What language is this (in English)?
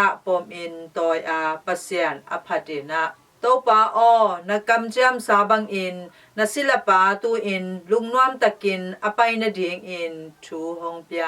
Tedim Chin